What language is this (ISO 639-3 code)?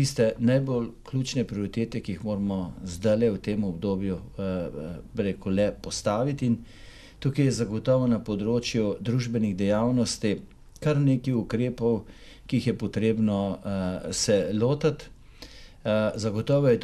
slv